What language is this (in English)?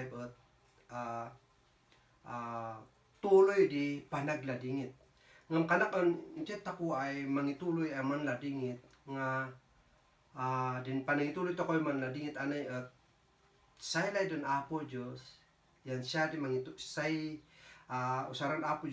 Kankanaey